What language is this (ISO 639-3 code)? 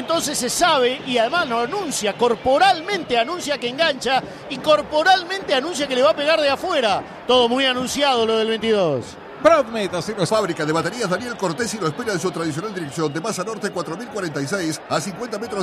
spa